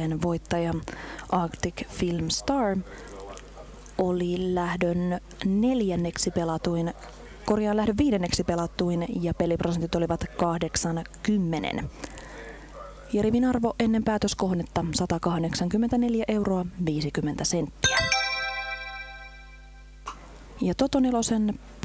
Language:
Finnish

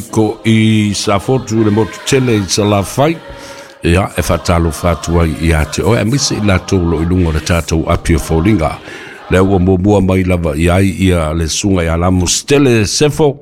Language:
Samoan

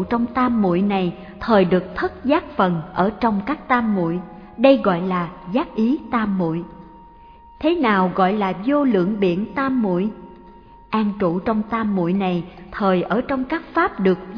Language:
Vietnamese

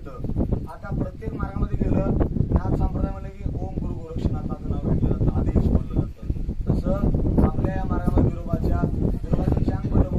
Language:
Marathi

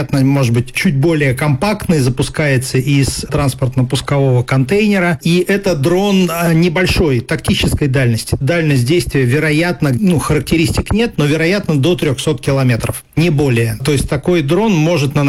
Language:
Russian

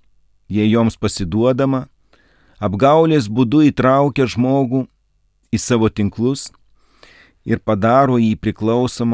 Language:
Lithuanian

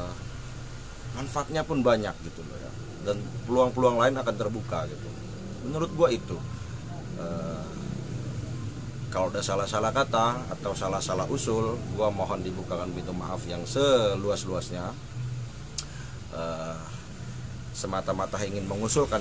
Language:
Indonesian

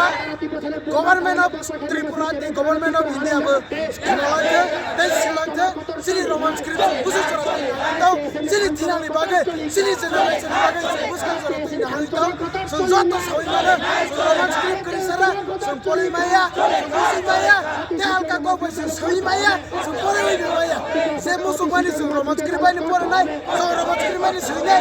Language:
Riang (India)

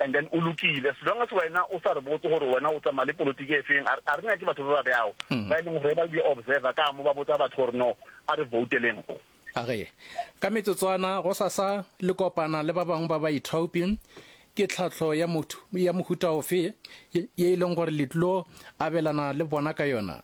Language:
Northern Sotho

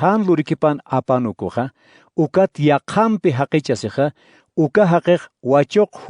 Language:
Aymara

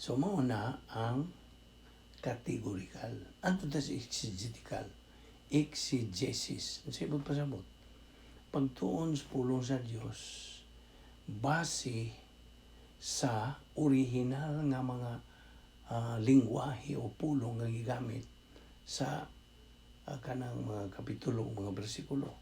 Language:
Cebuano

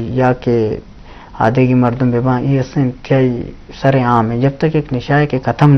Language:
Eastern Balochi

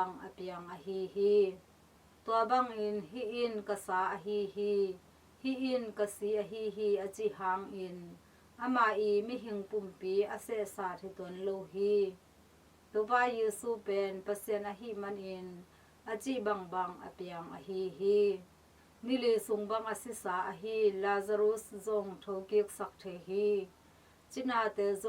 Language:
Tedim Chin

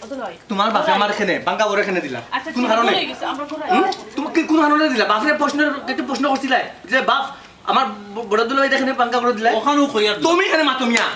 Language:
Sylheti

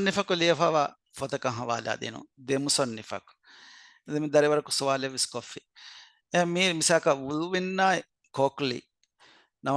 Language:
Divehi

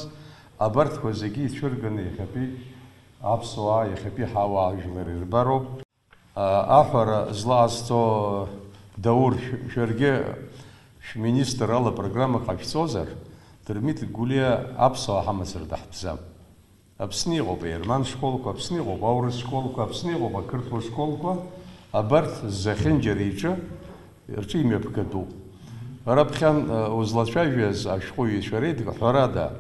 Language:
Abkhazian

